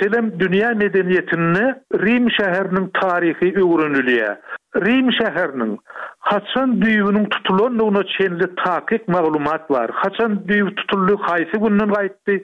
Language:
Turkmen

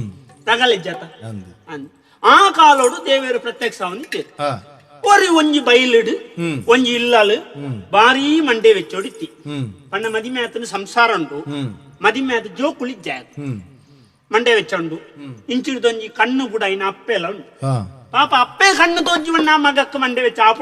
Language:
Tulu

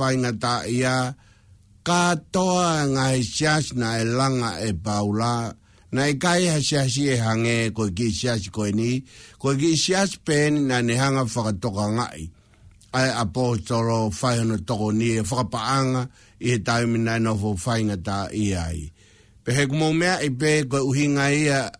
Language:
Tongan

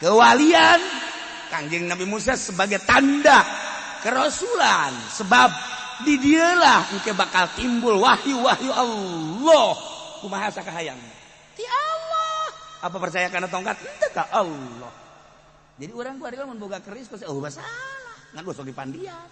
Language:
Sundanese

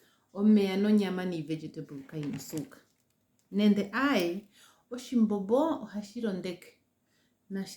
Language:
Ndonga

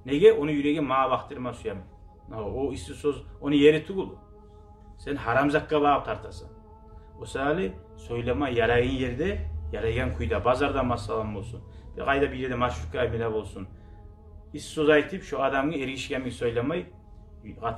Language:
Kumyk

